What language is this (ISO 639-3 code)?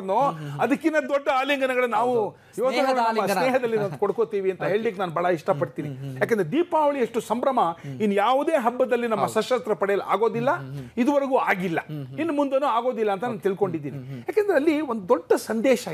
kan